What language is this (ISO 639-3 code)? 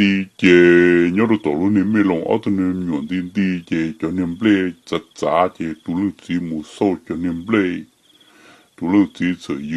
hmn